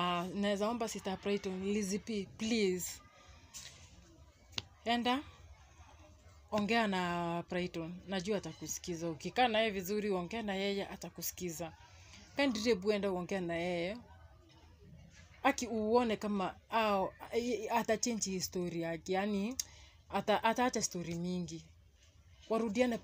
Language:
Swahili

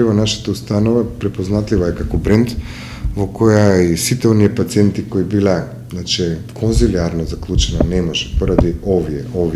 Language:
Macedonian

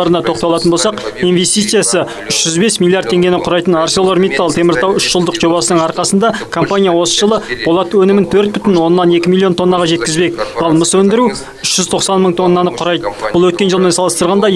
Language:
Kazakh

